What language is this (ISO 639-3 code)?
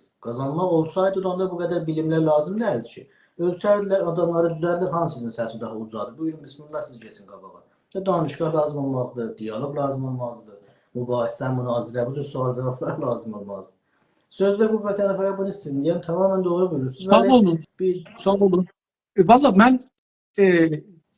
azb